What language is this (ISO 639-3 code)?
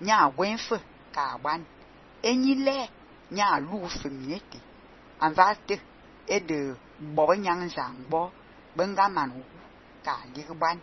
fan